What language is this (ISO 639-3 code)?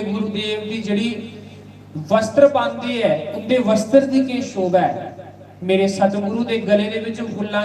doi